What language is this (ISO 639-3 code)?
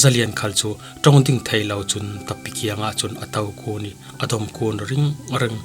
cfm